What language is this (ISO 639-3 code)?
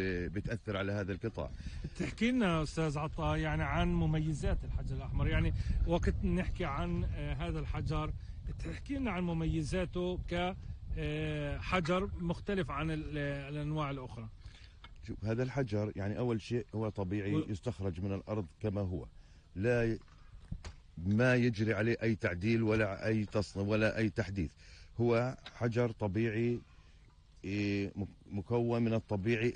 apc